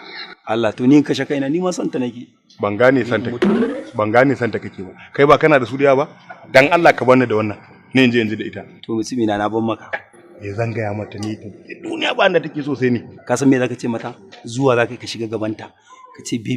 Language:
Hausa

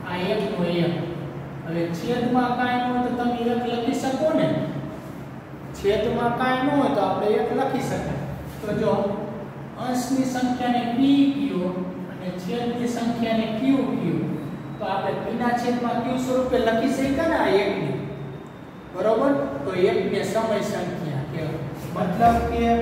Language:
Gujarati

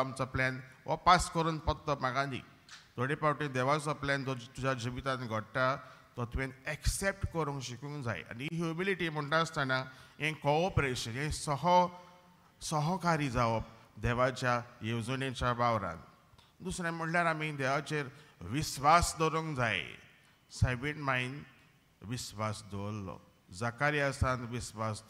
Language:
Konkani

